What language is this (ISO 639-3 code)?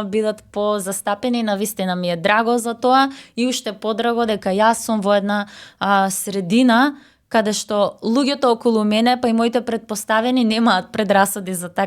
mkd